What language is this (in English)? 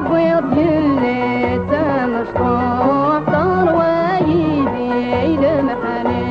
Kabyle